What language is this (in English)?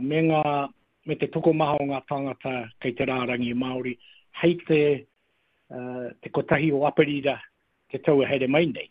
Māori